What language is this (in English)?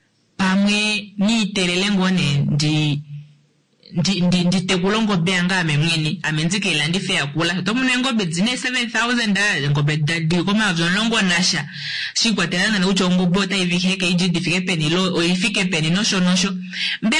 Kuanyama